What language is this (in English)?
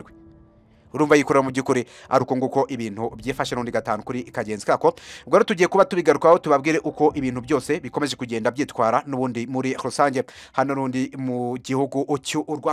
Kinyarwanda